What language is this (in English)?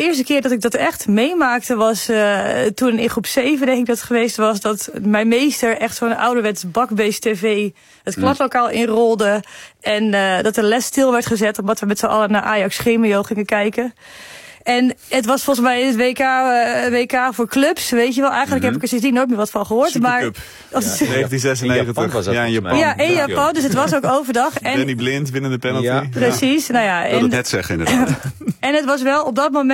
Dutch